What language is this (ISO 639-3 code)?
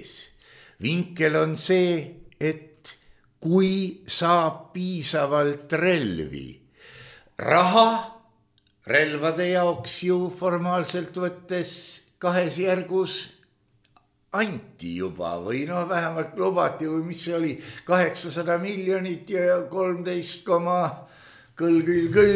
est